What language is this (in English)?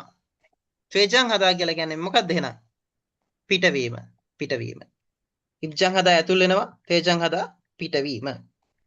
Sinhala